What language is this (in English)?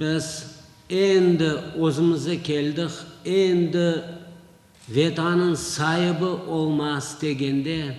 Crimean Tatar